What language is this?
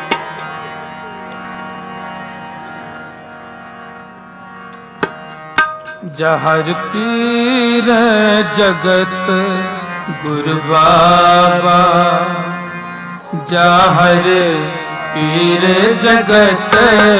Punjabi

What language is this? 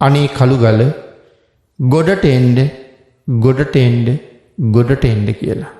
Sinhala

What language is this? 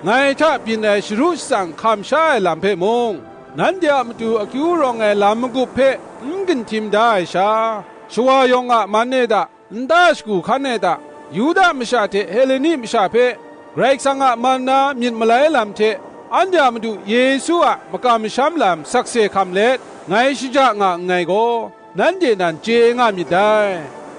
Kachin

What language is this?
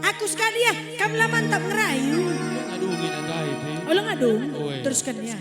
Batak Karo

